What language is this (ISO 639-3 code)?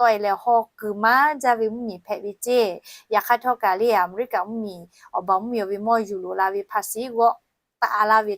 lhu